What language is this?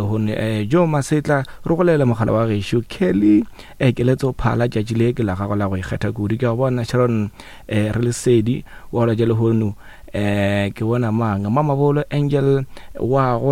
Northern Sotho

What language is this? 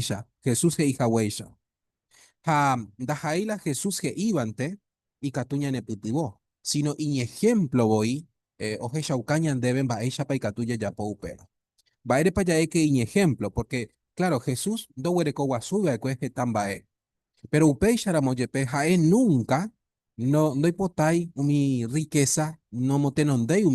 Guarani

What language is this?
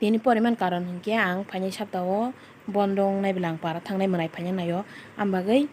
Kok Borok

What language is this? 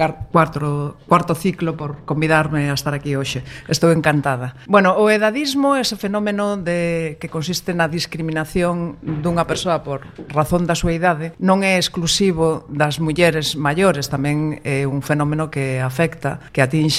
Galician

